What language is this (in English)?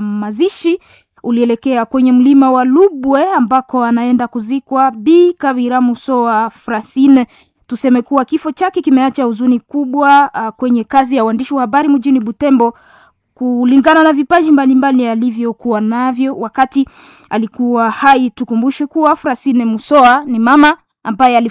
Swahili